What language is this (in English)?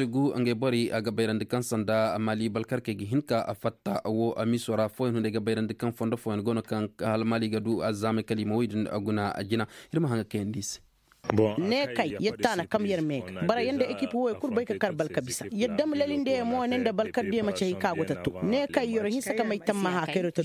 Koyraboro Senni